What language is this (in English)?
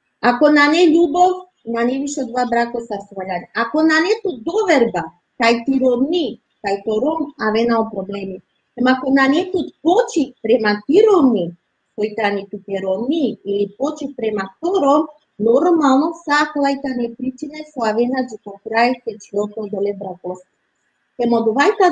Balkan Romani